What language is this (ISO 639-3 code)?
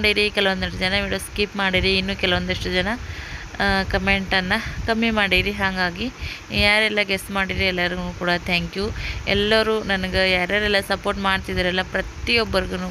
kan